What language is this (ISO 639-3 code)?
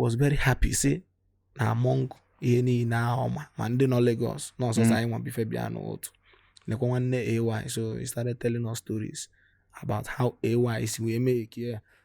ibo